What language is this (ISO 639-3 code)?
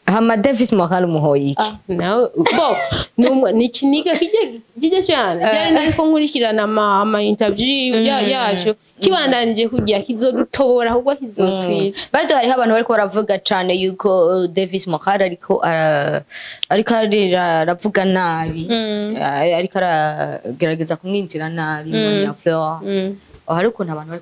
run